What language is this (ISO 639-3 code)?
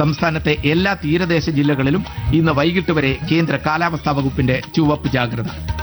mal